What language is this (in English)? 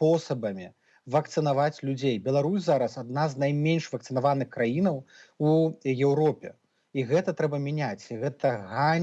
Belarusian